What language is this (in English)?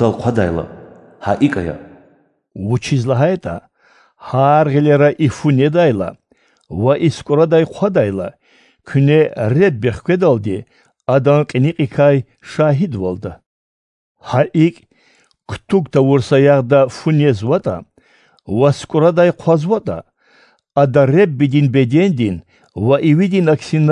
Lezghian